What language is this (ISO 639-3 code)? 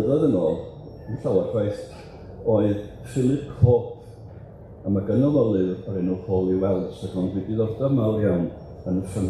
cym